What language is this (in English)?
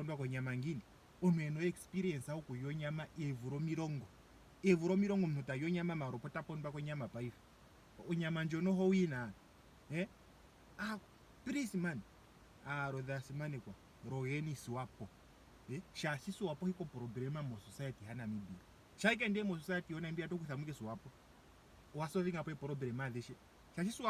Ndonga